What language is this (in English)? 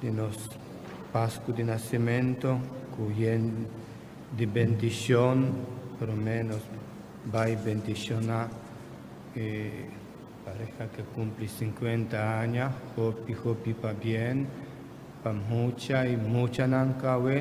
Papiamento